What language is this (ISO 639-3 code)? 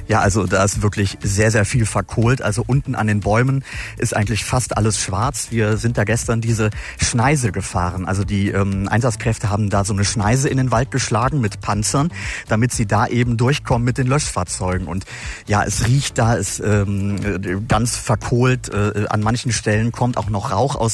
deu